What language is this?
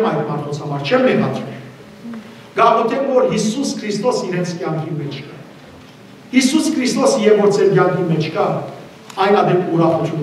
Western Armenian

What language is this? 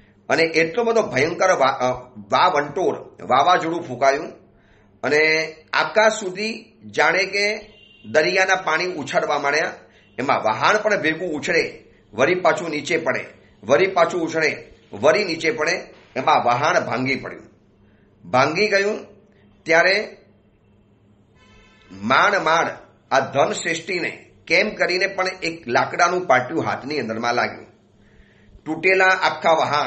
Gujarati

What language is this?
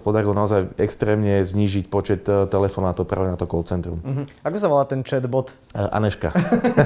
Slovak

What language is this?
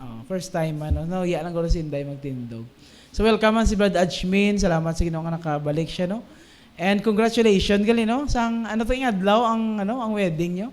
Hiligaynon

